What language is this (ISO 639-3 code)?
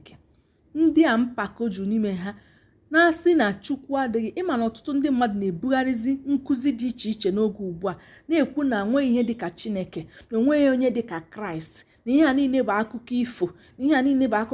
ibo